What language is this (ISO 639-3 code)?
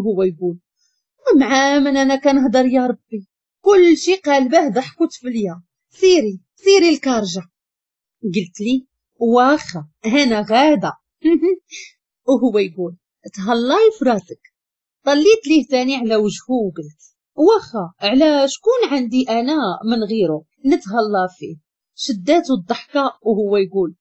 ary